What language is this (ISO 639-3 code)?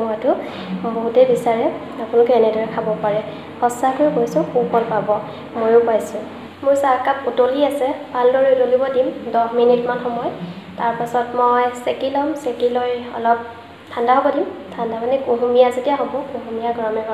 asm